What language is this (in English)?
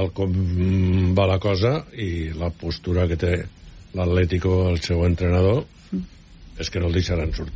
Catalan